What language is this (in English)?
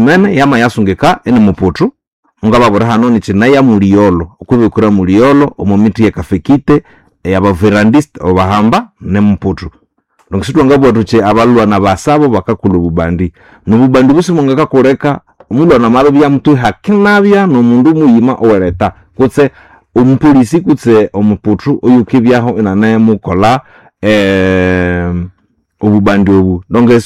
Nande